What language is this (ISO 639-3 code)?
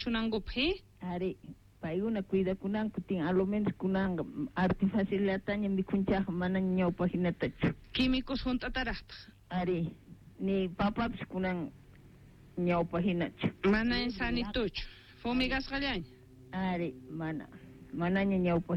quh